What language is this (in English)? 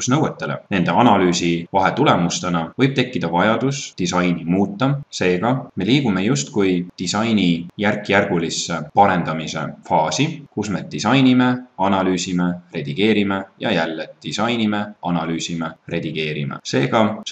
Estonian